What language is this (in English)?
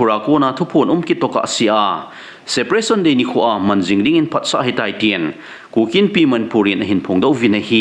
Thado Chin